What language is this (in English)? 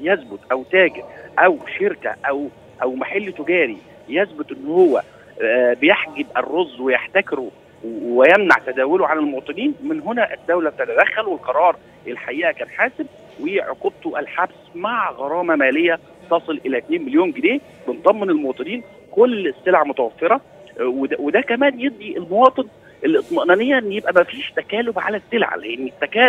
Egyptian Arabic